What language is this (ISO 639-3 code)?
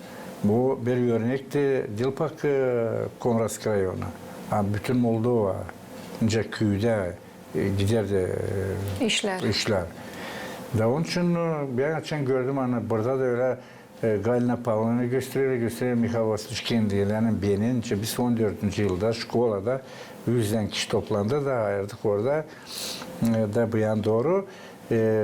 gag